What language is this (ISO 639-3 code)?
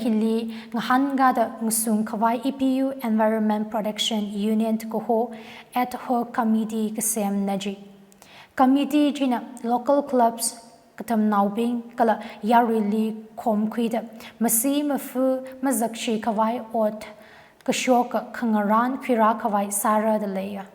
nmf